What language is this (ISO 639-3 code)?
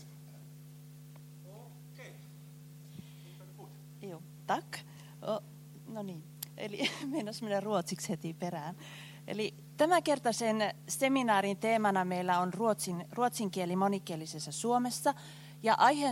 fin